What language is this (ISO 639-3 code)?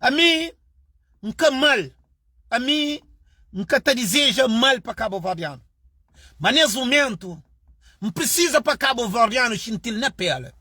kea